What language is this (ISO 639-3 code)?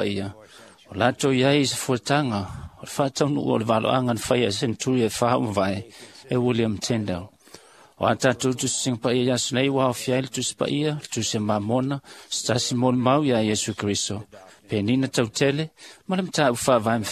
smo